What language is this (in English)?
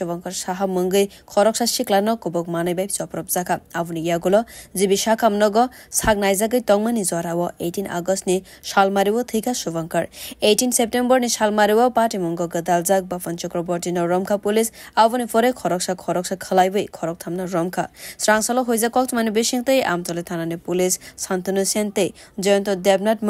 Kok Borok